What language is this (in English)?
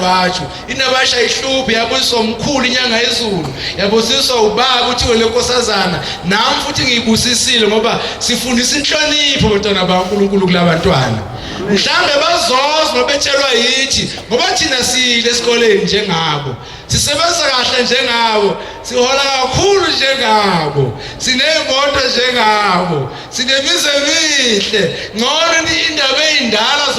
Zulu